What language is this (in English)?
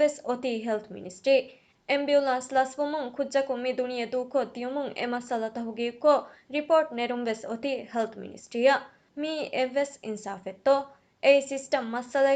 Divehi